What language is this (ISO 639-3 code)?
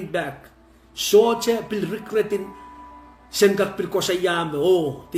pon